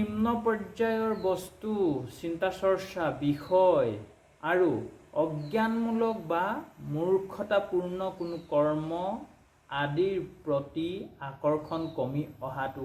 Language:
Assamese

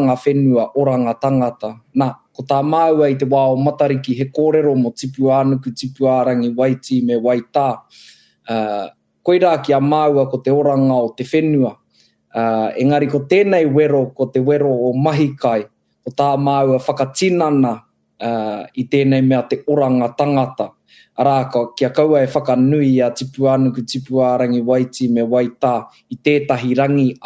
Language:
Māori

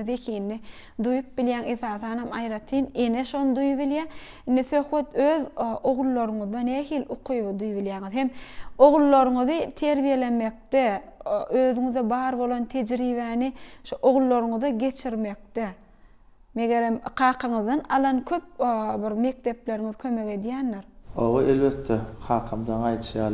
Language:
Turkmen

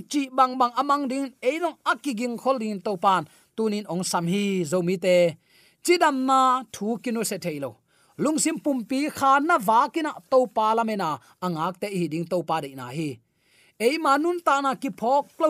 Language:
Tedim Chin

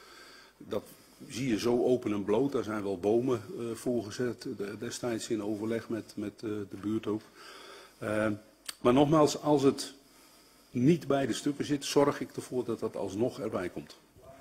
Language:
Dutch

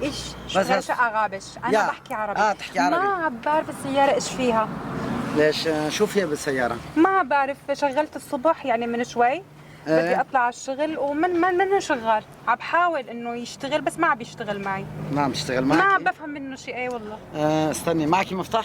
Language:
Kurdish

